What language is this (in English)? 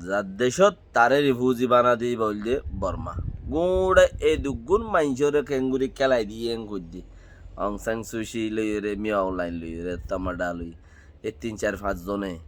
Rohingya